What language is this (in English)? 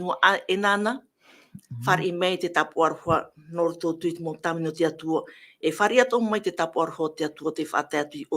Tahitian